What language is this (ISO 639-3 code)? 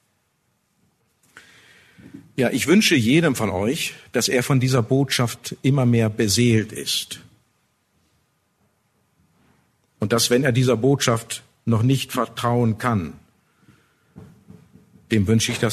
deu